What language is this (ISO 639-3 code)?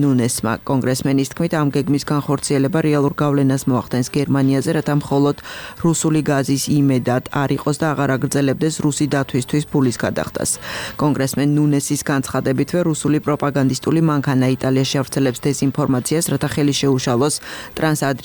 kat